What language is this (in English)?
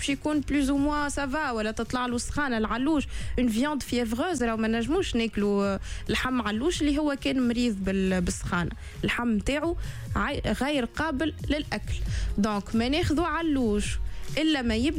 Tunisian Arabic